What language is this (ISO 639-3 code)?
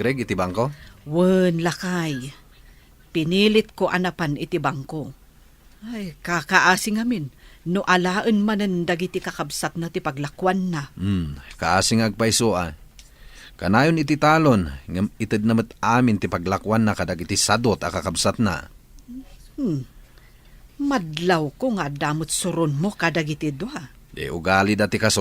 ilo